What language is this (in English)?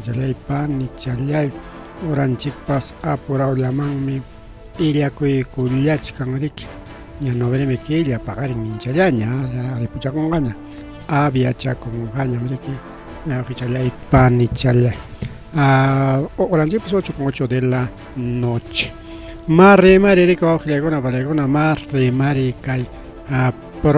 Ayacucho Quechua